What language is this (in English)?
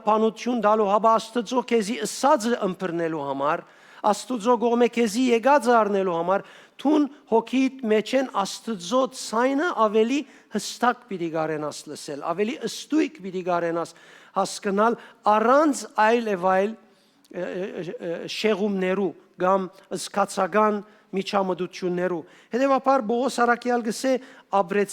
Western Armenian